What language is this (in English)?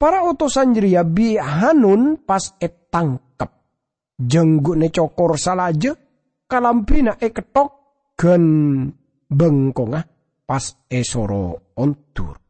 Madurese